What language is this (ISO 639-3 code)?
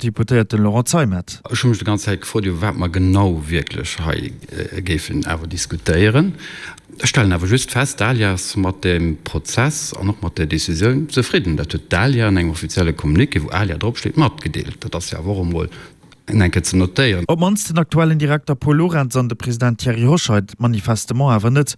ltz